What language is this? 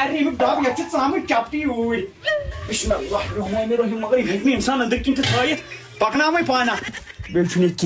Kashmiri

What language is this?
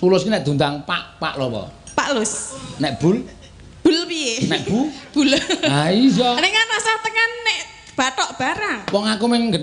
Javanese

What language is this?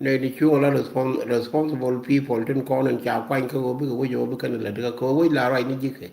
Nuer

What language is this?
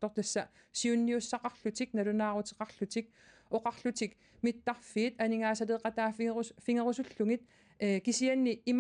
Kalaallisut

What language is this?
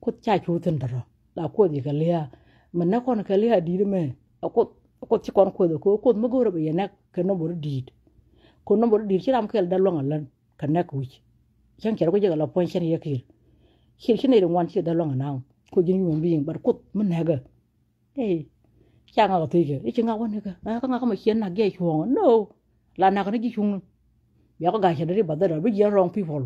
Nuer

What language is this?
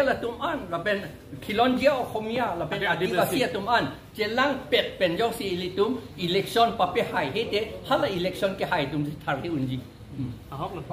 Karbi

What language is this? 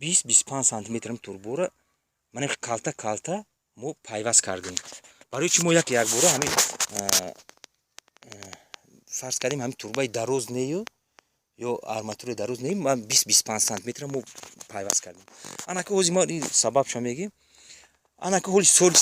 Tajik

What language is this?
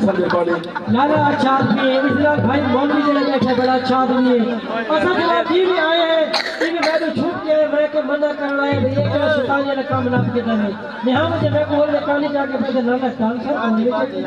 Saraiki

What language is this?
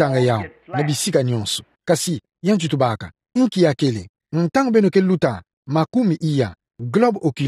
Kituba (Democratic Republic of Congo)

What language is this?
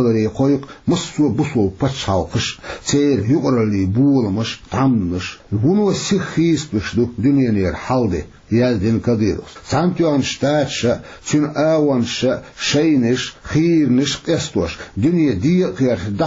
Chechen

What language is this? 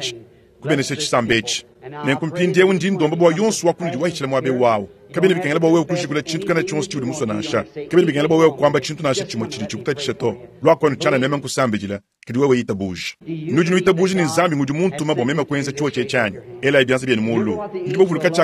Luba-Lulua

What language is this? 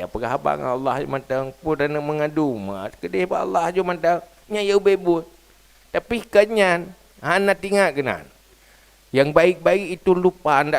Achinese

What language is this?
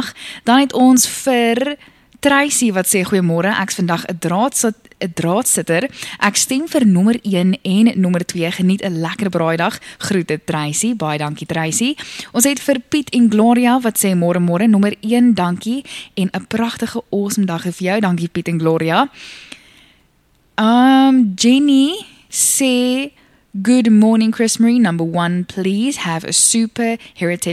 Afrikaans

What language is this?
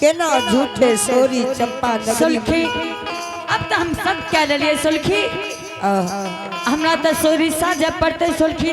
Angika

